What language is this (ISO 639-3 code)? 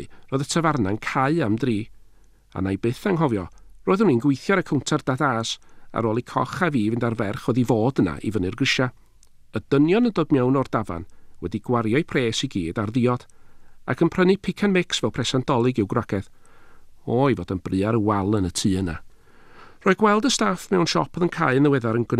cym